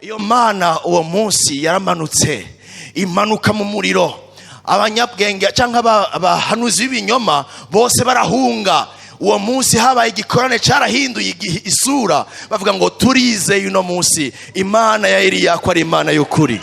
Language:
Rundi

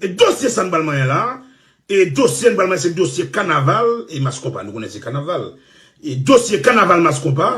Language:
Haitian Creole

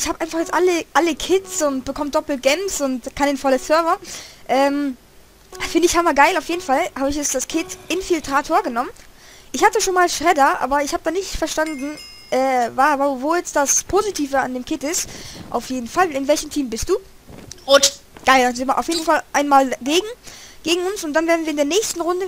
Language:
German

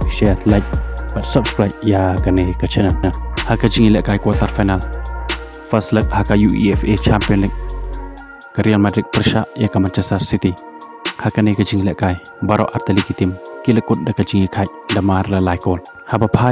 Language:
Khasi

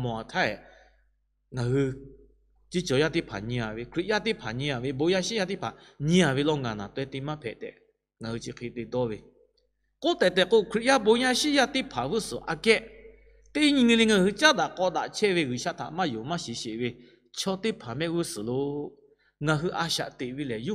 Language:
Lahu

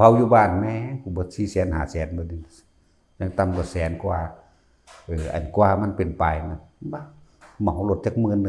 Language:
Northeastern Thai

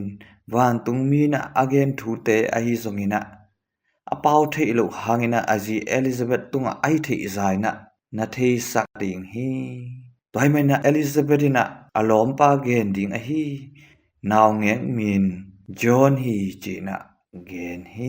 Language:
Tedim Chin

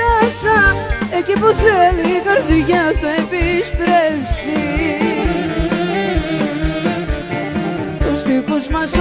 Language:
Greek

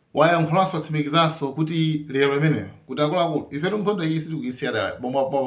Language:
Nyanja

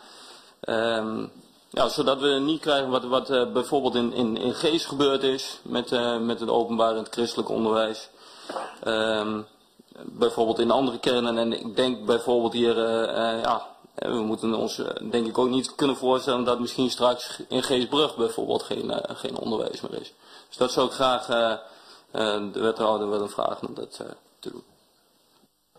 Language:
Dutch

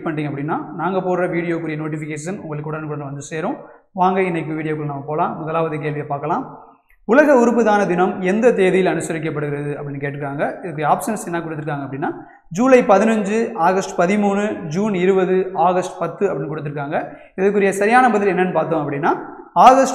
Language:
Tamil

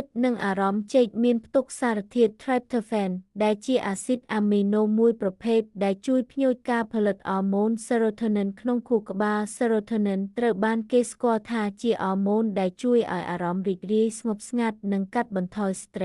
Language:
Khmer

